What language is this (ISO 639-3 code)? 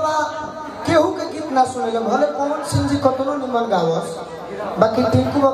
bho